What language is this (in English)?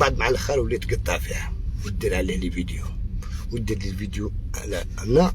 Algerian Arabic